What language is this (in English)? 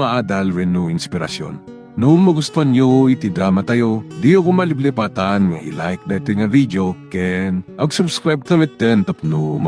Iloko